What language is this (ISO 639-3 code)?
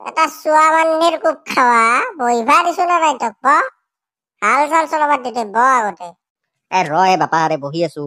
asm